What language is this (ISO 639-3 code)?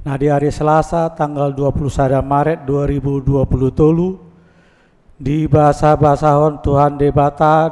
bbc